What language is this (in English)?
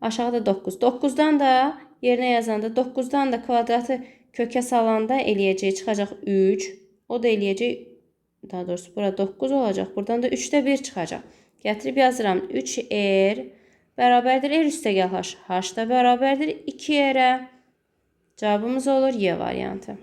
Azerbaijani